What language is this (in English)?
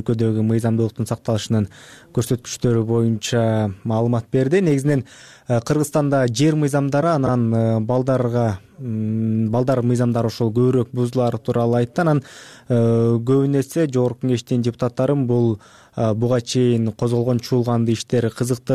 Kyrgyz